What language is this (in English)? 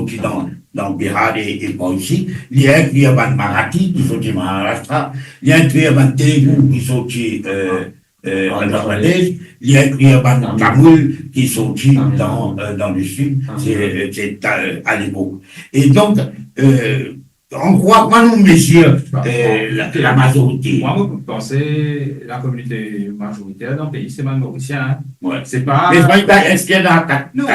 Morisyen